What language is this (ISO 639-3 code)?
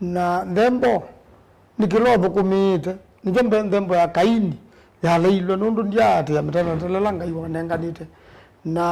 kam